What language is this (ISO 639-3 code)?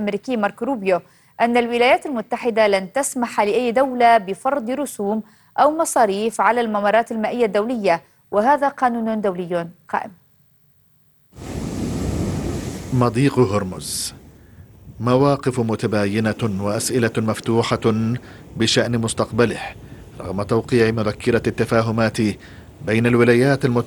ara